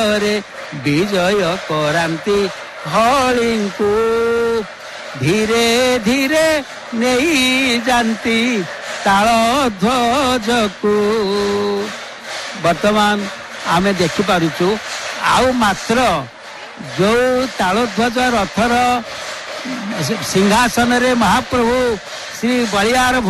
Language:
Odia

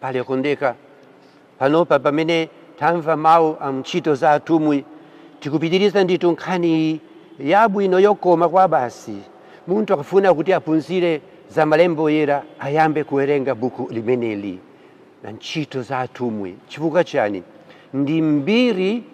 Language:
Nyanja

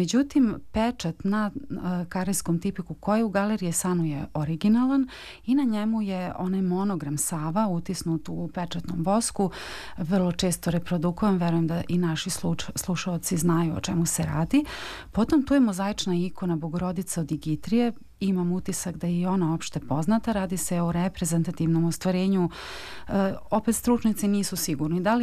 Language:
Serbian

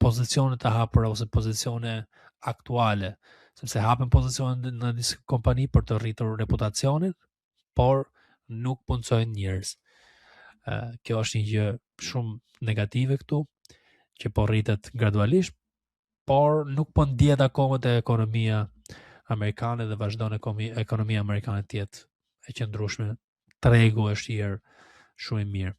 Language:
Albanian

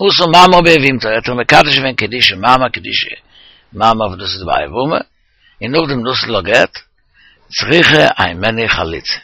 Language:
Yiddish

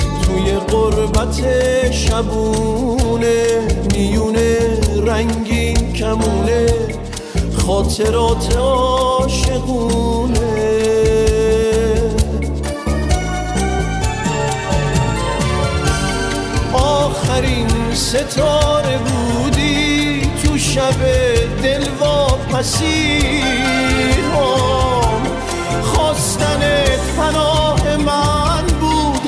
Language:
Persian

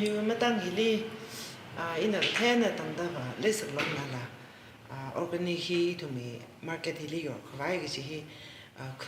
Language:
Tangkhul Naga (India)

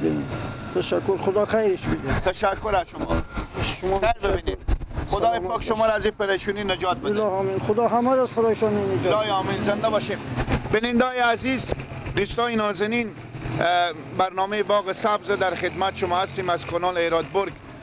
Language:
Persian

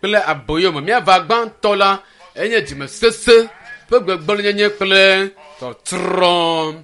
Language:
Ewe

